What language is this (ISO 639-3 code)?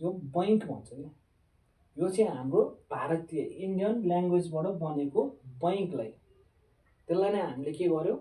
nep